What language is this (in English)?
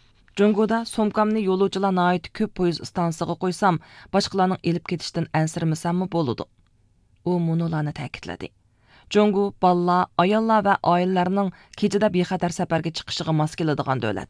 Uyghur